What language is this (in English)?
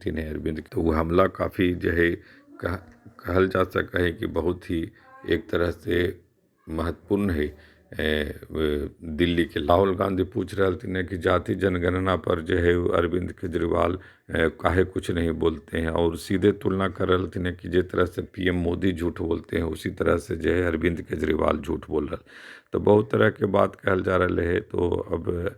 Magahi